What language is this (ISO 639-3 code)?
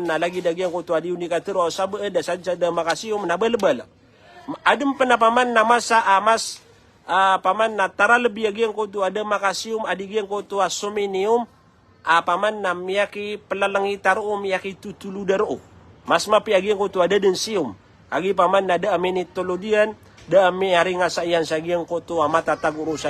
mrw